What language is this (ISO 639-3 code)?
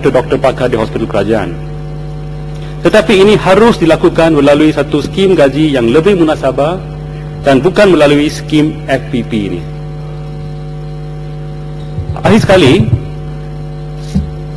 msa